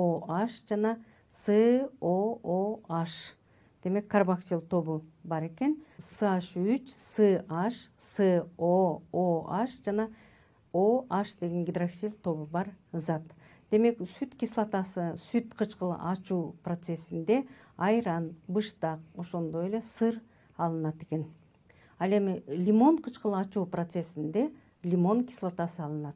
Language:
Kyrgyz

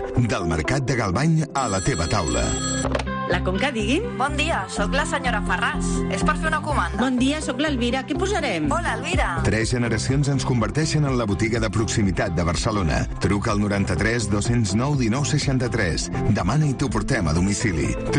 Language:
Catalan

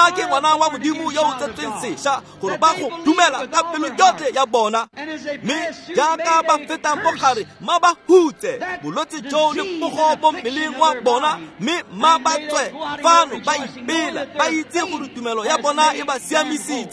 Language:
Tswana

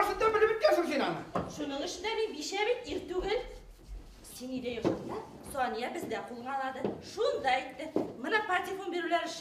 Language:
Bashkir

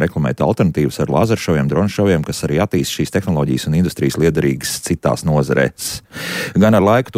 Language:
Latvian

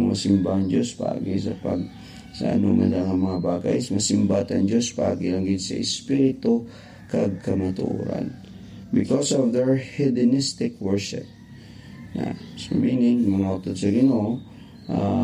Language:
Hiligaynon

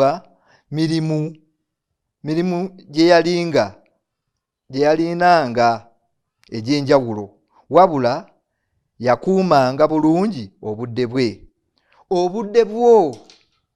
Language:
Ganda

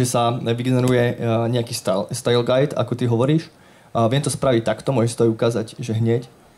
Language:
Slovak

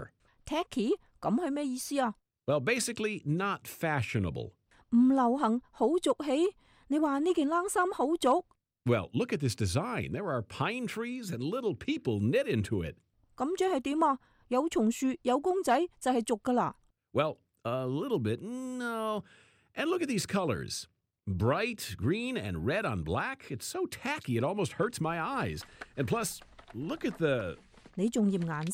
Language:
Cantonese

